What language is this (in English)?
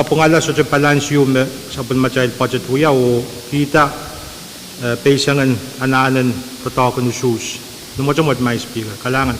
Pohnpeian